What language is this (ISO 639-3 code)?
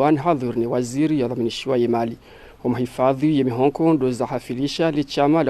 zdj